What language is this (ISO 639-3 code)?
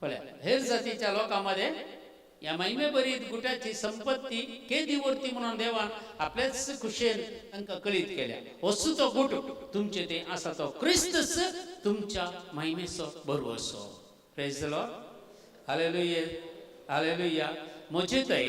kok